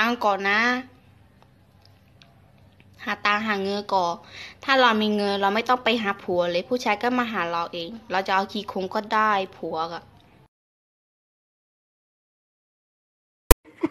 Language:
Thai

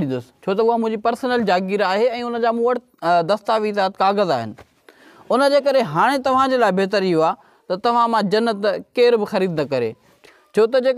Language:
Sindhi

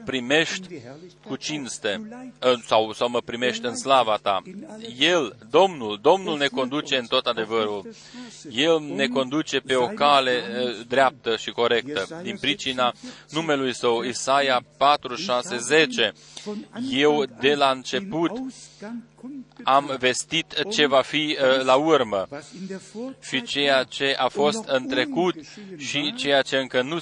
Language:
Romanian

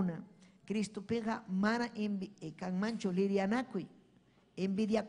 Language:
Ayacucho Quechua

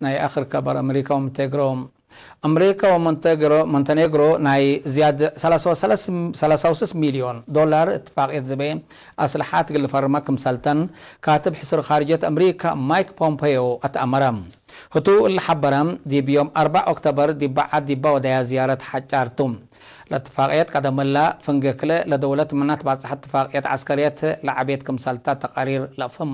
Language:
Tigre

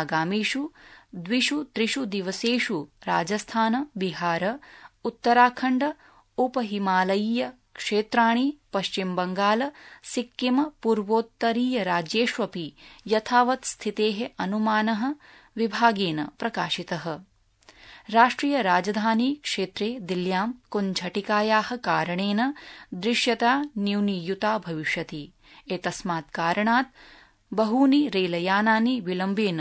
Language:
Sanskrit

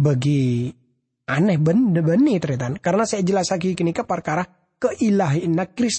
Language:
Madurese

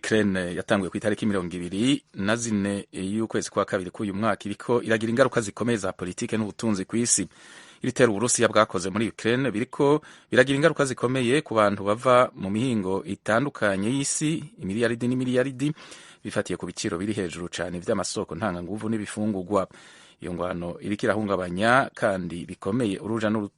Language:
Rundi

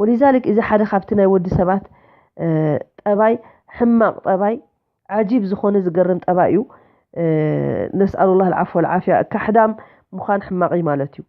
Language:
Tigrinya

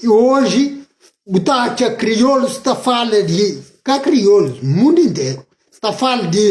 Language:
Kabuverdianu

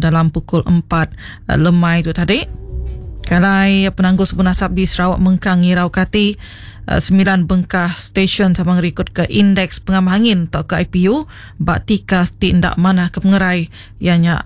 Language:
Iban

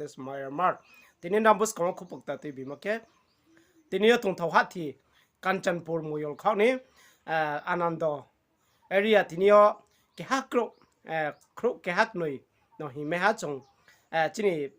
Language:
Riang (India)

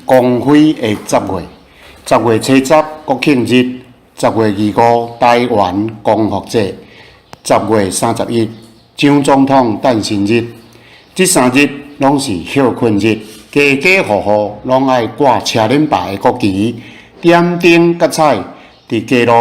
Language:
Min Nan Chinese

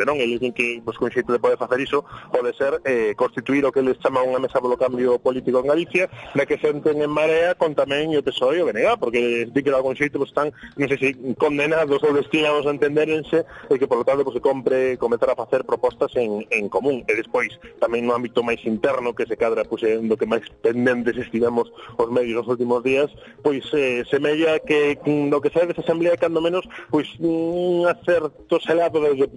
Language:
Galician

